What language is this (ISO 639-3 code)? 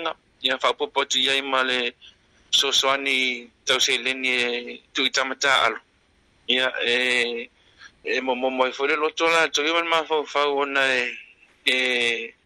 smo